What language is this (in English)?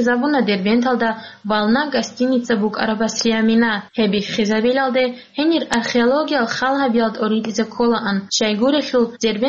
Avaric